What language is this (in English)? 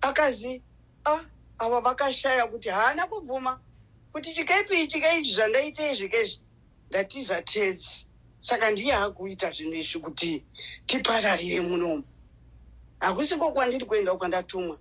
Shona